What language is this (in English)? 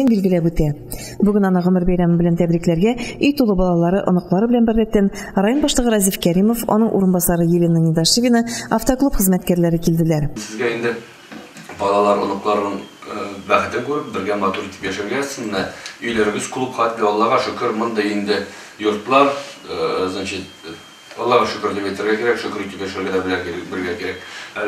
Tatar